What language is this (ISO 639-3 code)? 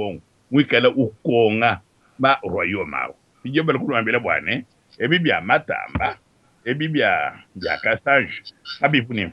lua